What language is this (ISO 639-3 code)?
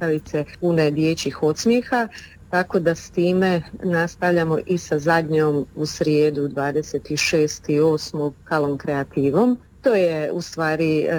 hrv